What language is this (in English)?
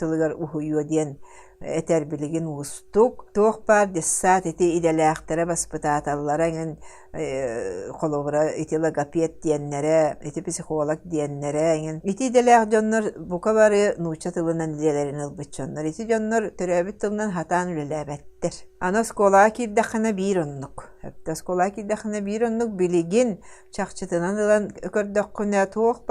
Yakut